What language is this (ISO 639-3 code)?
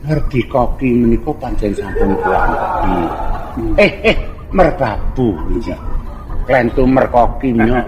jav